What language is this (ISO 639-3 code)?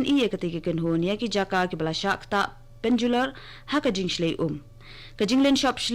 kha